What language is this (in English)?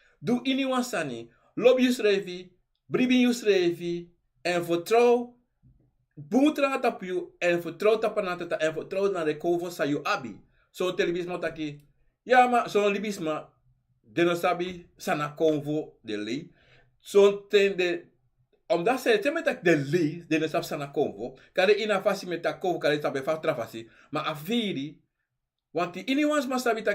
Sranan Tongo